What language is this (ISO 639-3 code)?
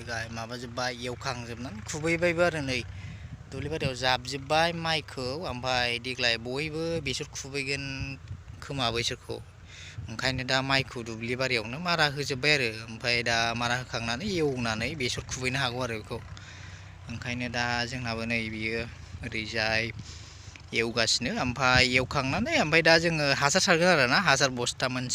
brx